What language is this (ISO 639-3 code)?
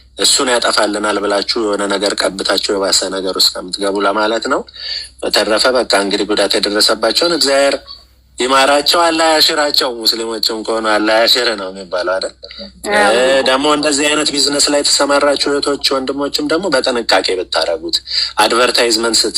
amh